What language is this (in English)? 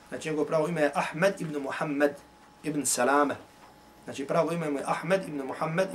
Bosnian